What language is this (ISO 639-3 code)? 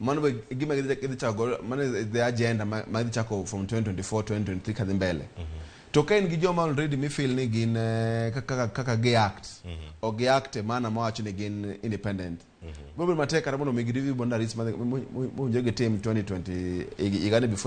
luo